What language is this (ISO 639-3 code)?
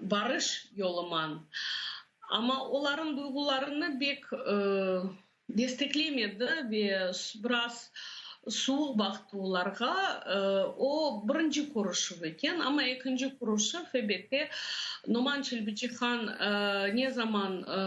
crh